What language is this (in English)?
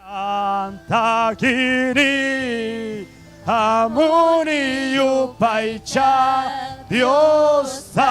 Ayacucho Quechua